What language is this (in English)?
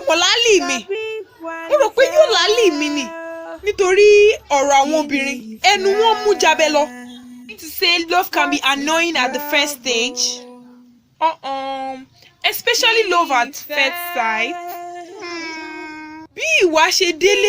Yoruba